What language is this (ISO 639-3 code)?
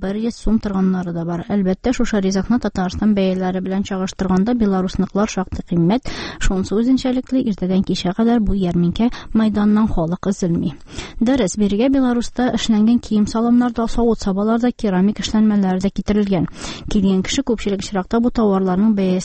tat